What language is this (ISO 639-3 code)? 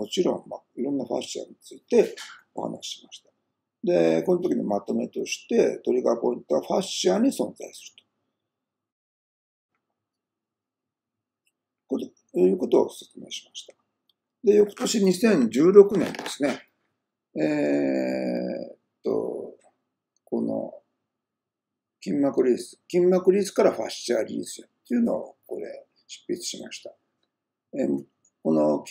jpn